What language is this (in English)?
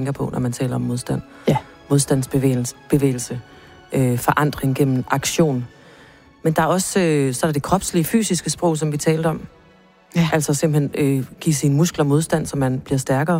Danish